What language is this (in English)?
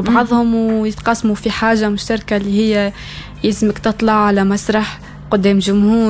Tunisian Arabic